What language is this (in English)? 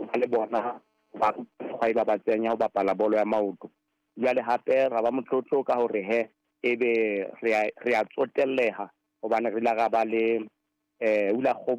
Southern Sotho